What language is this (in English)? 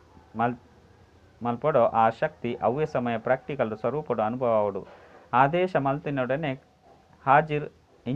Tulu